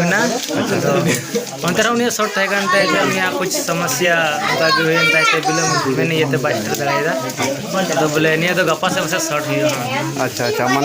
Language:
Santali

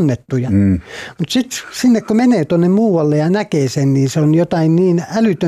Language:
Finnish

